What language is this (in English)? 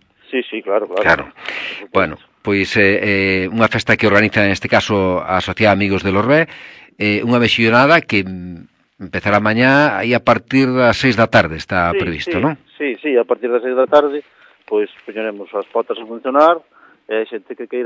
Galician